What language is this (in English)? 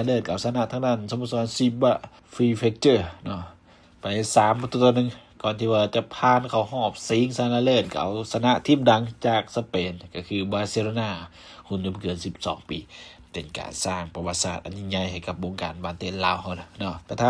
Lao